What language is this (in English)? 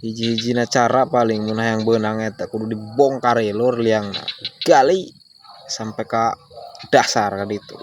Sundanese